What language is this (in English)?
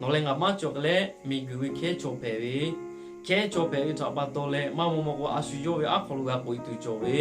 Lahu